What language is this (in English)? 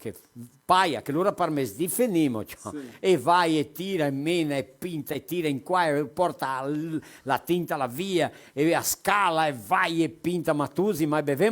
Venetian